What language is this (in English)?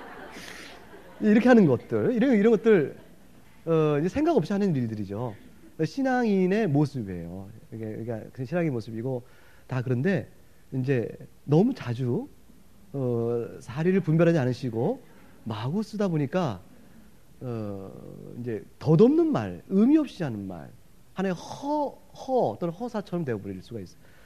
Korean